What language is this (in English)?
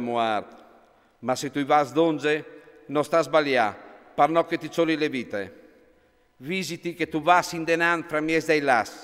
Friulian